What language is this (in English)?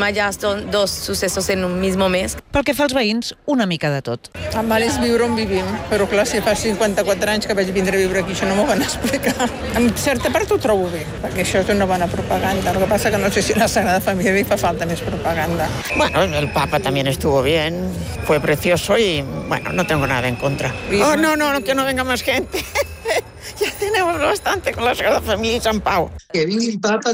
Catalan